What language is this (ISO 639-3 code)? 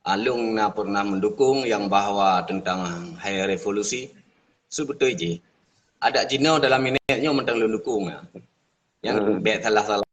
ace